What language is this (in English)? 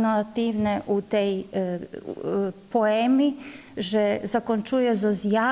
Rusyn